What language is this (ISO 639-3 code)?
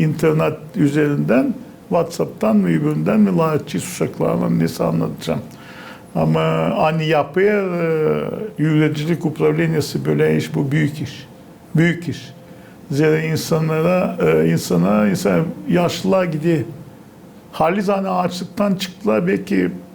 gag